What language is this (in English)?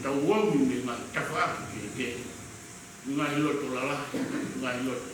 Tongan